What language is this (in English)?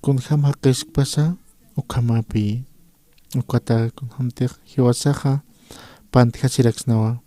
Aymara